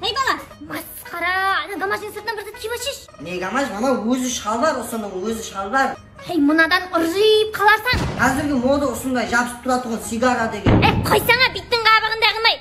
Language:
Kara-Kalpak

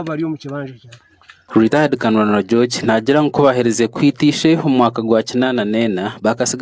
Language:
Nyankole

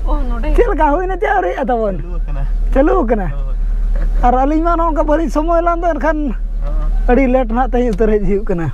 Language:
Santali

